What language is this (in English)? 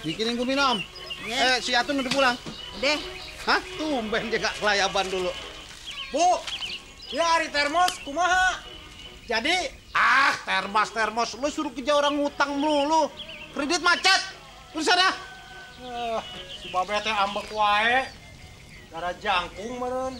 Betawi